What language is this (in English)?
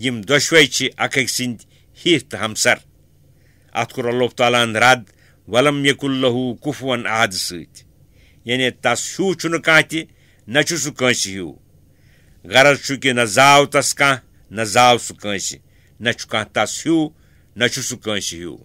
Kashmiri